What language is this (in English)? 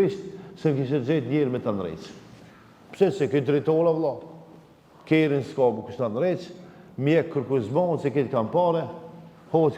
Albanian